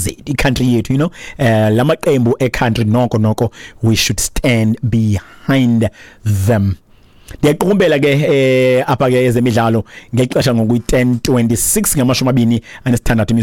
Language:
Xhosa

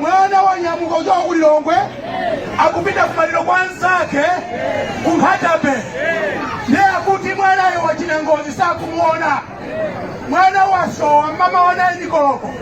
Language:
Nyanja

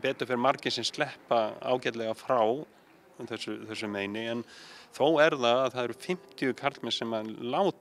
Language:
Icelandic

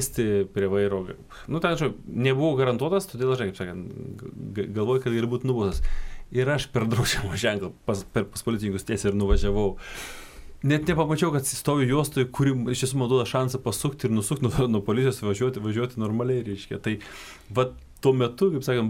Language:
Lithuanian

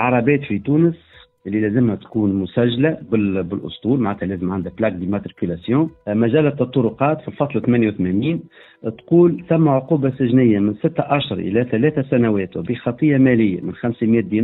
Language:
Tunisian Arabic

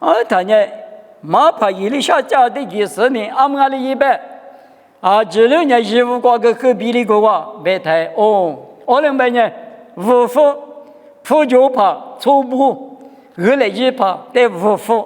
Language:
Lisu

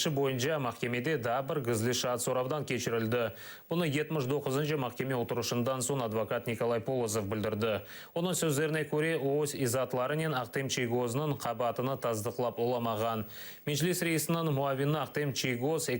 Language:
Crimean Tatar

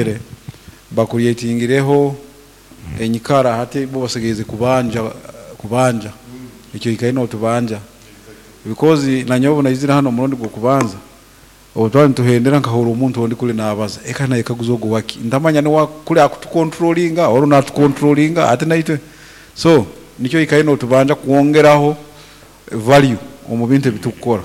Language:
Nyankole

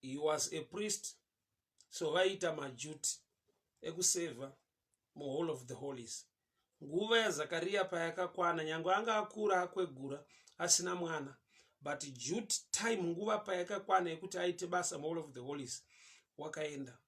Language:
Shona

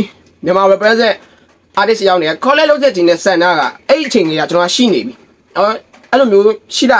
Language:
Burmese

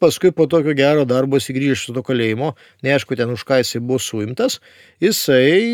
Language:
Lithuanian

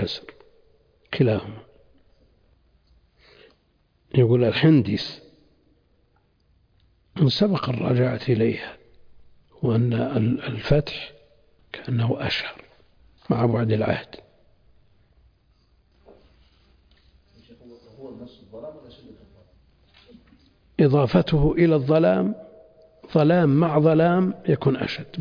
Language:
Arabic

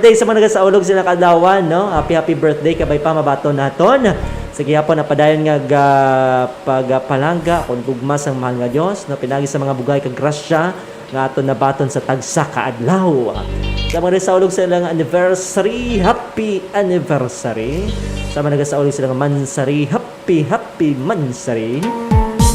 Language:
Hiligaynon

